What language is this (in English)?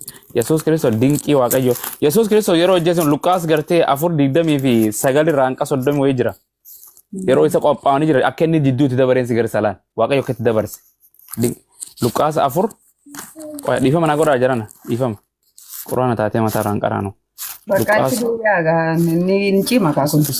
Oromo